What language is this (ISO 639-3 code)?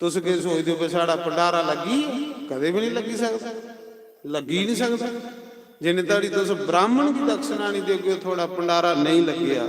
doi